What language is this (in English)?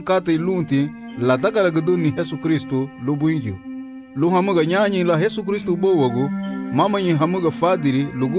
Garifuna